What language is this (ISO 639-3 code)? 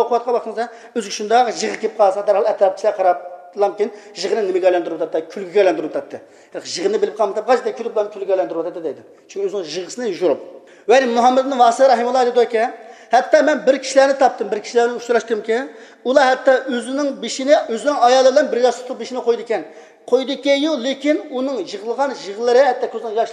uig